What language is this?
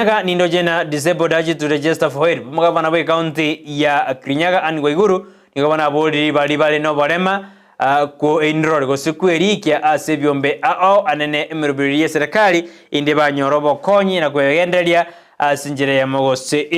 Gusii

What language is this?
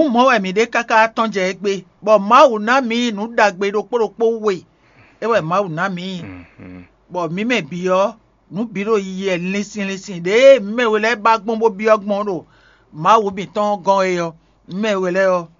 Fon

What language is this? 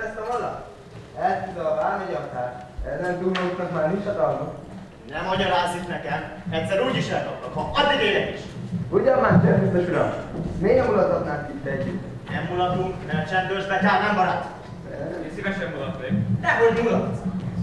Hungarian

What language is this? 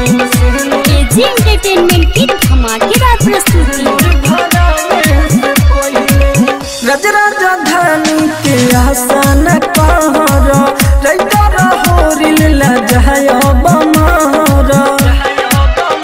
Bhojpuri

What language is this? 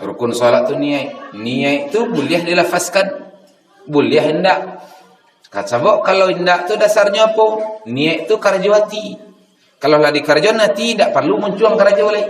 Minangkabau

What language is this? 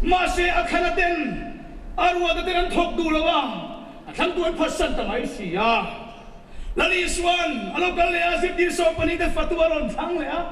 Mizo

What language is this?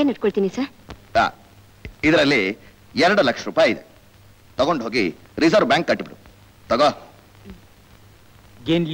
Kannada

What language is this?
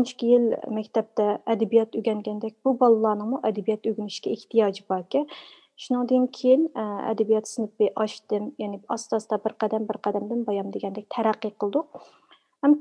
Uyghur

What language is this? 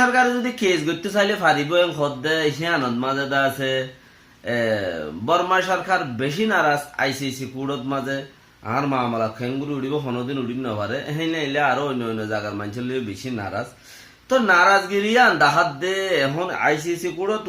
Rohingya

